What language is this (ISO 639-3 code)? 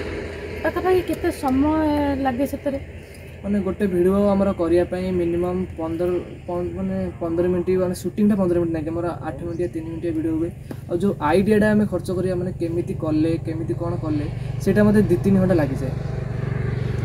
ori